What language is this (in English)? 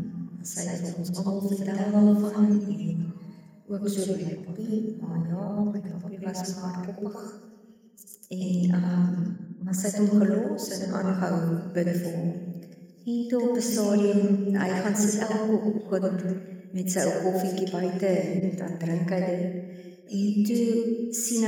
Afrikaans